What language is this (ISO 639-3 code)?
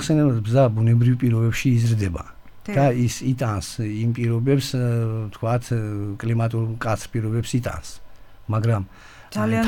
kat